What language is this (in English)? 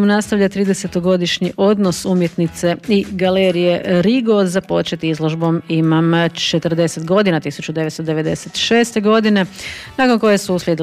Croatian